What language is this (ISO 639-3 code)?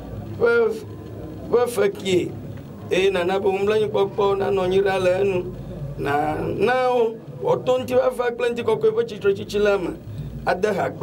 ewe